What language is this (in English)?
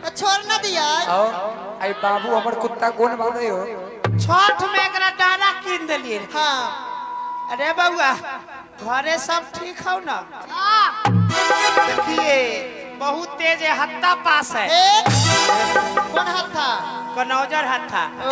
Maithili